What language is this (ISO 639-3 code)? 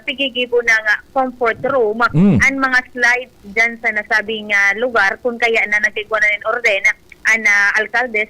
bik